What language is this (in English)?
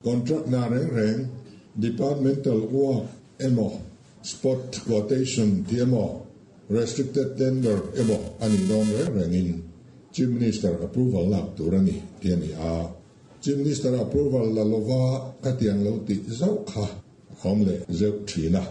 Mizo